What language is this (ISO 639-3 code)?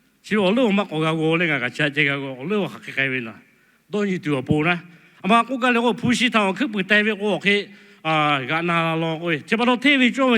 lhu